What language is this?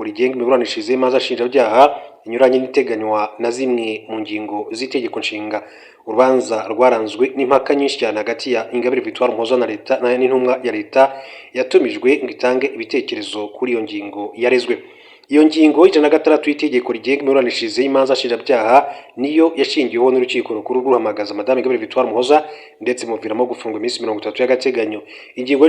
Kinyarwanda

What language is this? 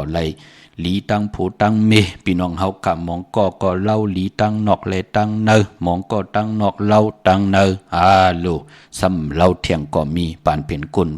Shan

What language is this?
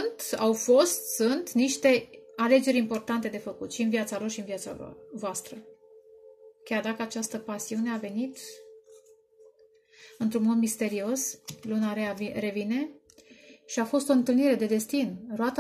Romanian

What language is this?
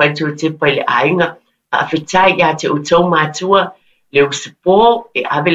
Samoan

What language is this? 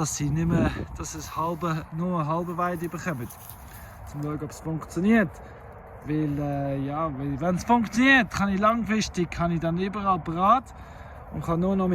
Swiss German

